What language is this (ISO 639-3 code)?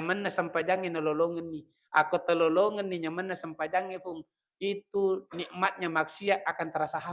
bug